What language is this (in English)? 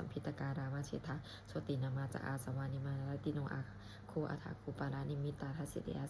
Pali